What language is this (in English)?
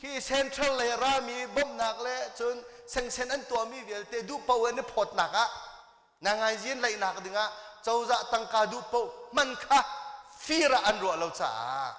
Hakha Chin